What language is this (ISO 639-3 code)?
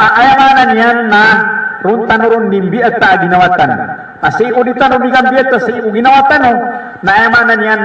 mrw